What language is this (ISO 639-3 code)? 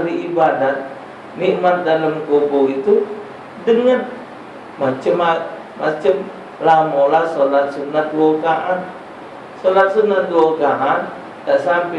mui